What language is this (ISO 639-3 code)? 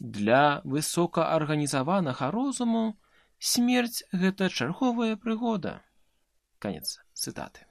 bel